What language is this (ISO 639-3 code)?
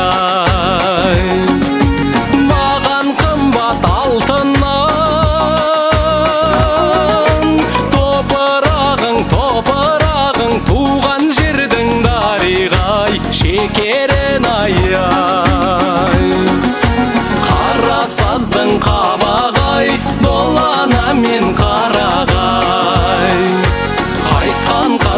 kaz